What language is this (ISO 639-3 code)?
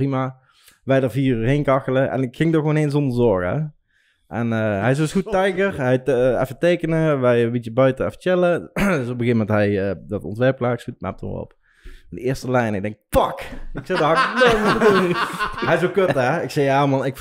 nld